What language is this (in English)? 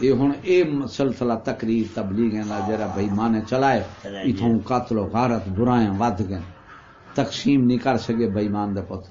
Saraiki